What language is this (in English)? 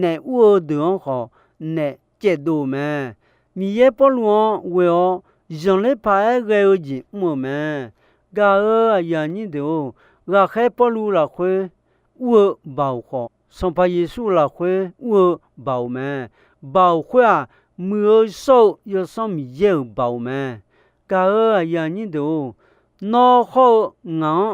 Akha